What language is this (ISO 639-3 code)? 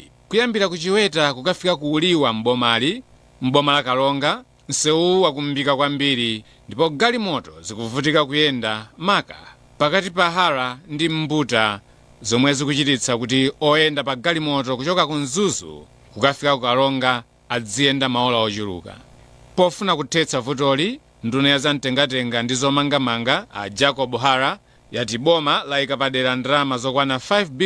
nya